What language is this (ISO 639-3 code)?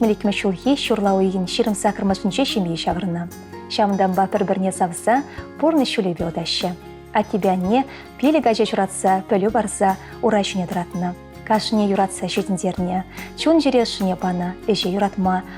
chv